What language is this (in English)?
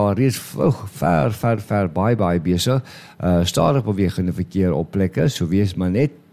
Afrikaans